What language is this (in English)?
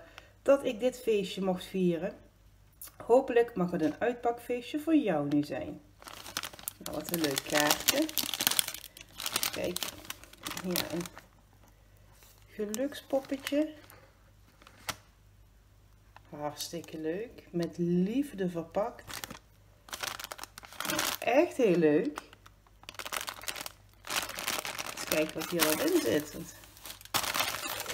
Dutch